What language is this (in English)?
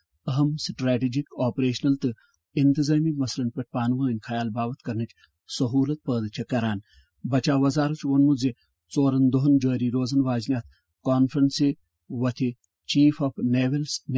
Kashmiri